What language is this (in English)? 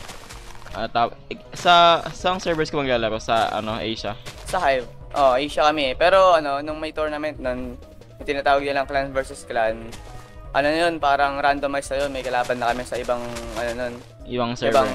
Filipino